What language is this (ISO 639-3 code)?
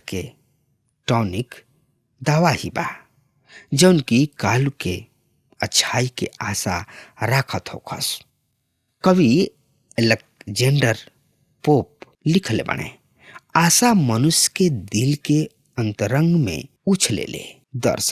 bho